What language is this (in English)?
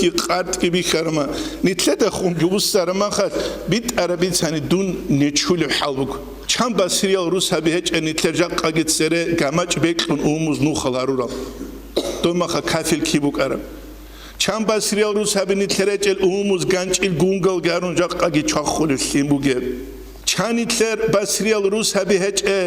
Avaric